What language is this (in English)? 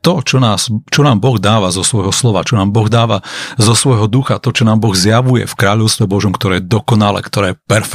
Slovak